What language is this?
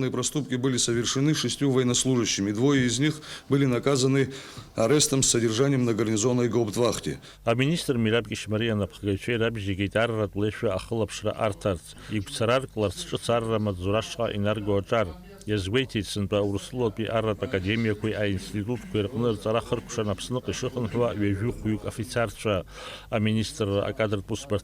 Abkhazian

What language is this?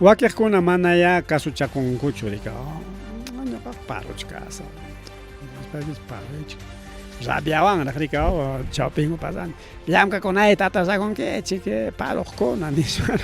Ayacucho Quechua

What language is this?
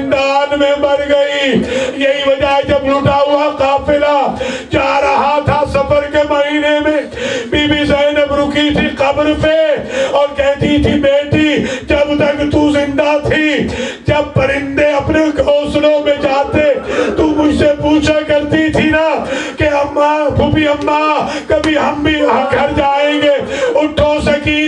Urdu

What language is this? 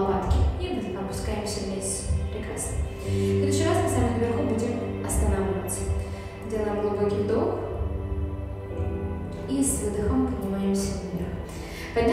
Russian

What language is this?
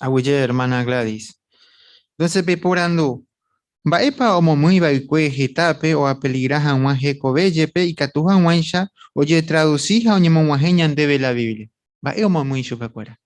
Guarani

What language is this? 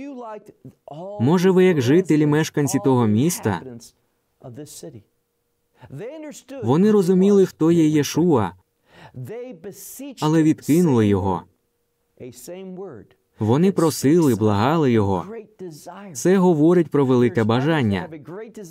Ukrainian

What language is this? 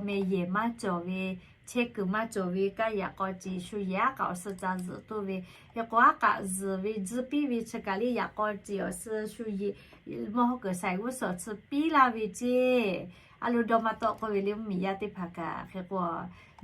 Lahu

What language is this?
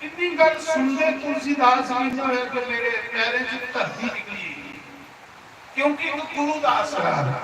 Dogri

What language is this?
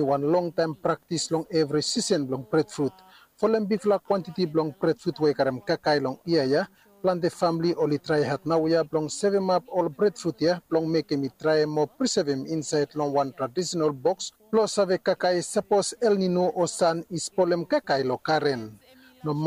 Bislama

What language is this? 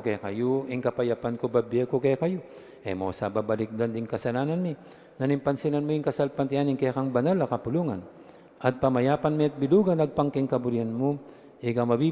Pampanga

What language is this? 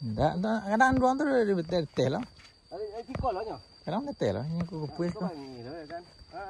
Minangkabau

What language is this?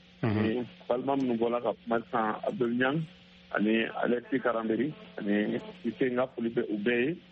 Bambara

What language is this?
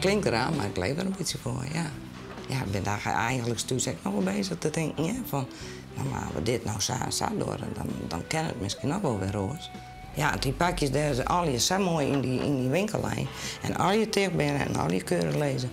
Western Frisian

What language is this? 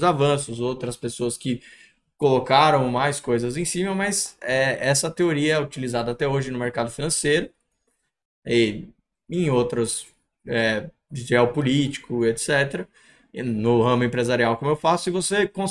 Portuguese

